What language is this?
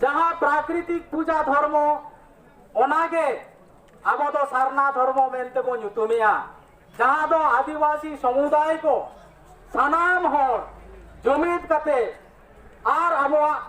Santali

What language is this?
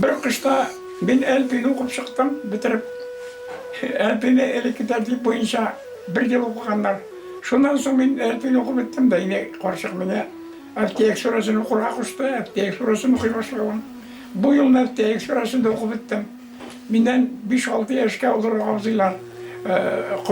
Bashkir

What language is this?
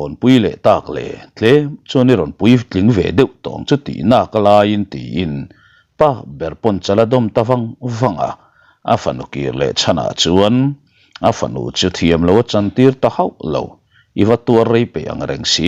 Mizo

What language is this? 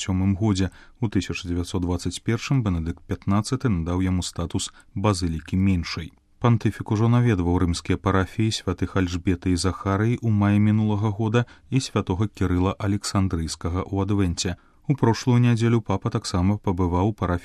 Belarusian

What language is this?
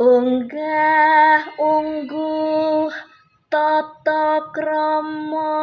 Javanese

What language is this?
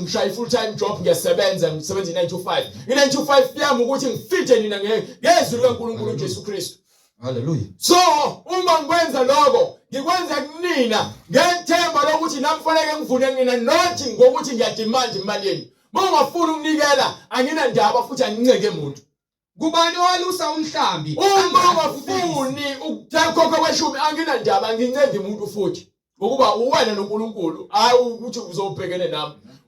Zulu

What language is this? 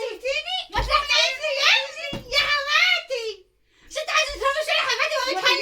Egyptian Arabic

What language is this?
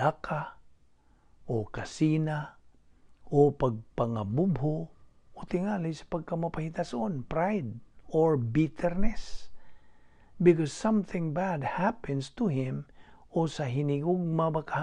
Cebuano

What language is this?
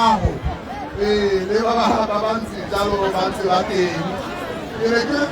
Tswana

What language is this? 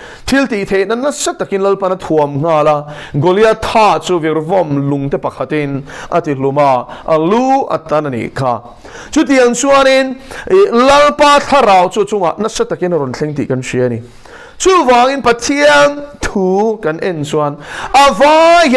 Mizo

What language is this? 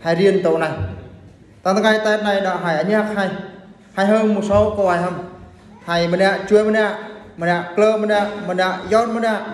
Eastern Bru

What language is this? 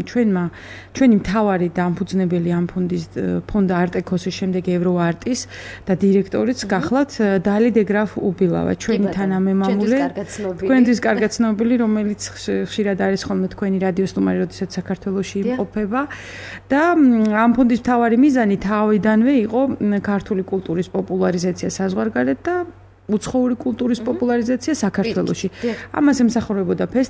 Georgian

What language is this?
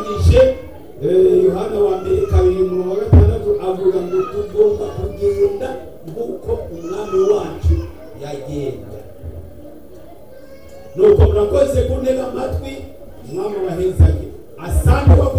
Kinyarwanda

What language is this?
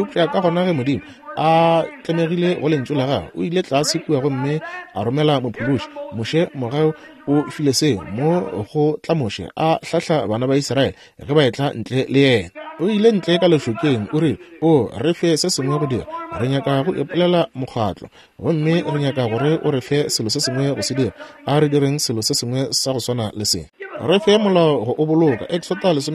Northern Sotho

